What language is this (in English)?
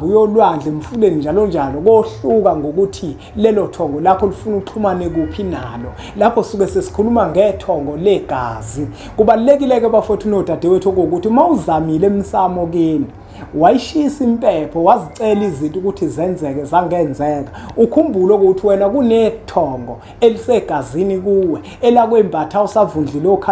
Zulu